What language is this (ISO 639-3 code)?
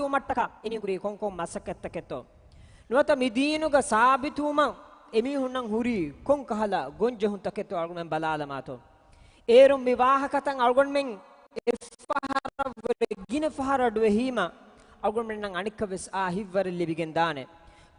div